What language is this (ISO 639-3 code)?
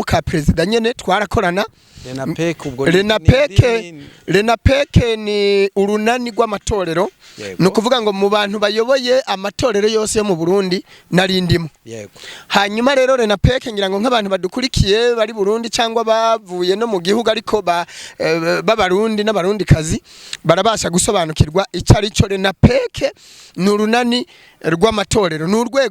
kin